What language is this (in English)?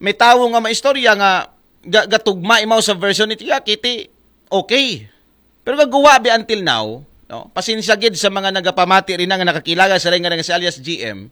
Aklanon